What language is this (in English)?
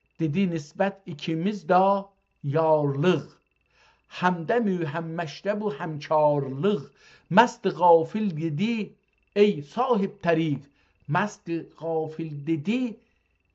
South Azerbaijani